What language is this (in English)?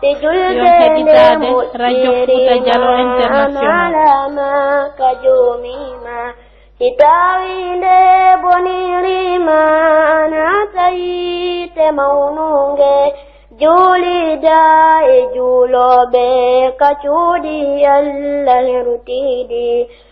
Pular